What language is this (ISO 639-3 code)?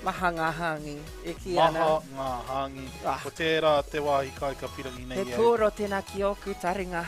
mri